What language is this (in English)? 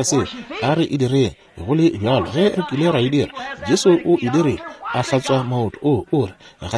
Northern Sotho